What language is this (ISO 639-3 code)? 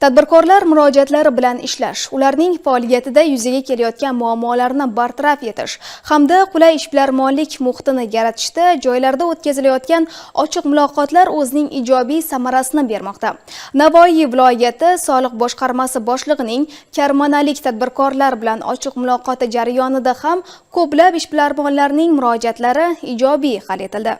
uzb